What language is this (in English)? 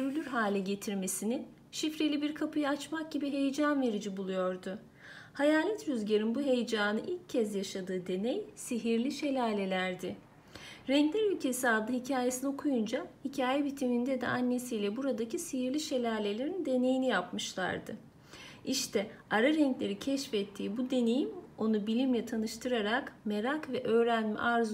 Turkish